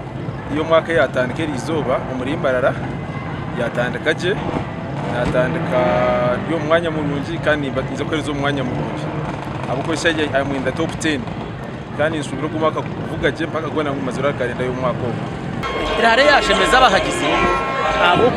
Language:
Nyankole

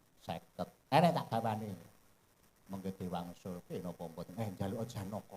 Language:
Javanese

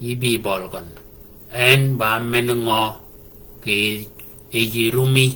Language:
Shilluk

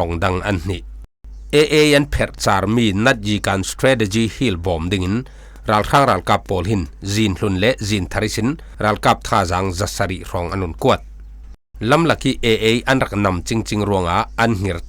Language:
Falam Chin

